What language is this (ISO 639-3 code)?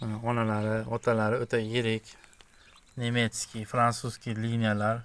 uzb